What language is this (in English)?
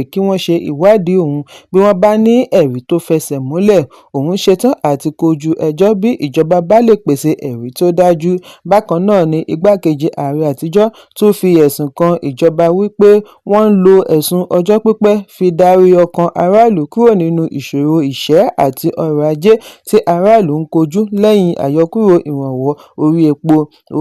Yoruba